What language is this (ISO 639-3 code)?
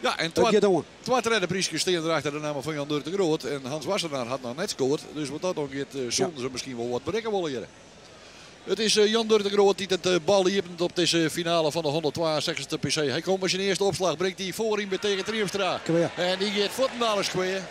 fry